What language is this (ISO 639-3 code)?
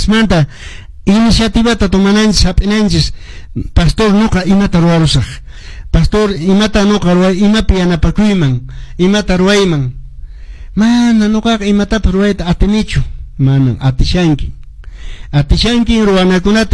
que